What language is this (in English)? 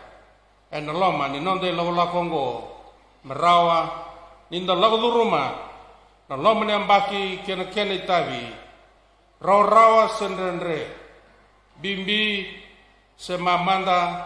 Fijian